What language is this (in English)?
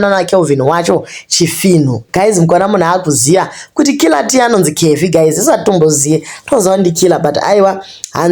Shona